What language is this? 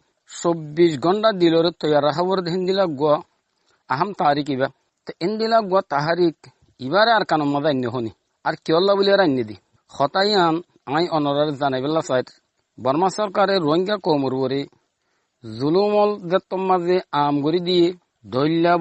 Rohingya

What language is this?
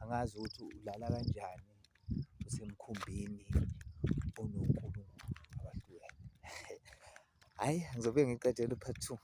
Zulu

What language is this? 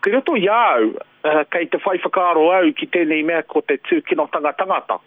Māori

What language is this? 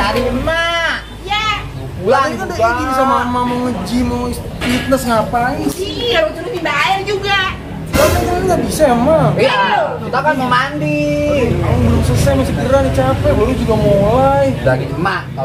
Betawi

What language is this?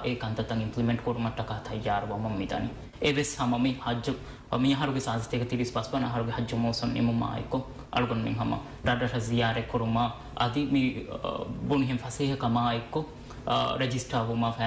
Divehi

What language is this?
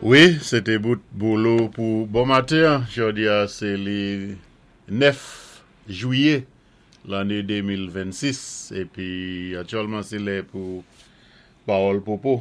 Saint Lucian Creole French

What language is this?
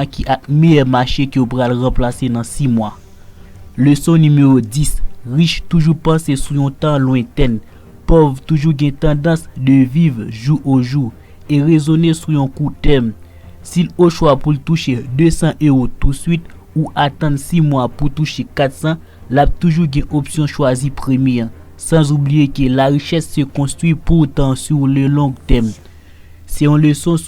Haitian Creole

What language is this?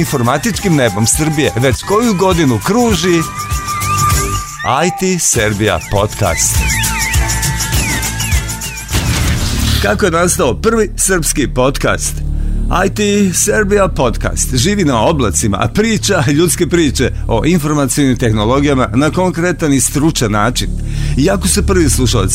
Serbian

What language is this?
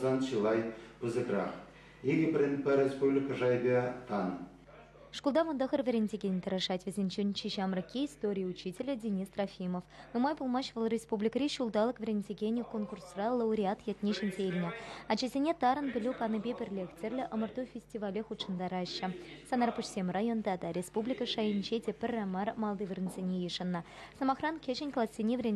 Chuvash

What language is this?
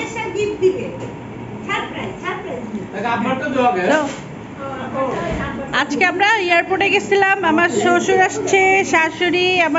Bangla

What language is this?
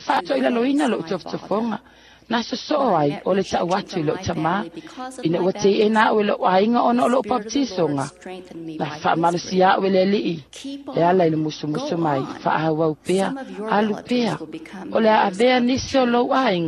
Samoan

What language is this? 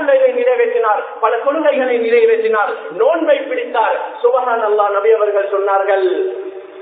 Tamil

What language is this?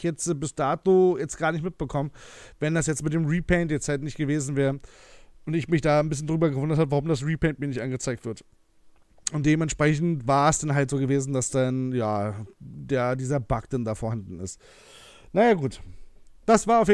German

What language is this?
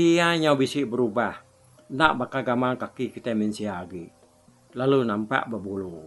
Iban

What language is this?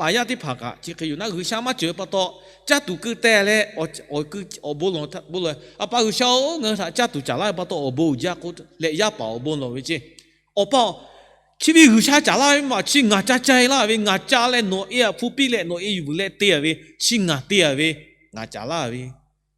Lahu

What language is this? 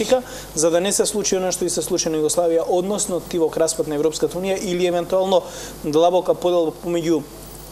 Macedonian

